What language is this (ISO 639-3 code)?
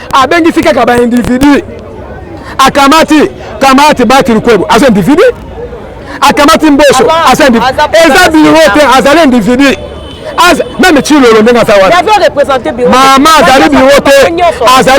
lin